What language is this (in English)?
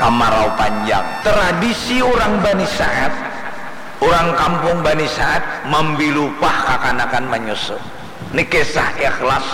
Banjar